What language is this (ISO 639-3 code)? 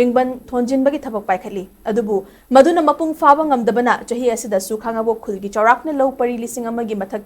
mni